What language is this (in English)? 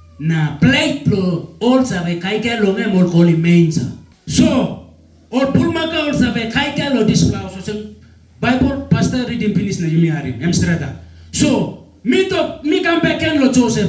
Tok Pisin